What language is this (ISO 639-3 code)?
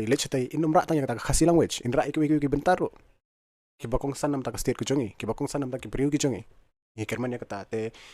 kha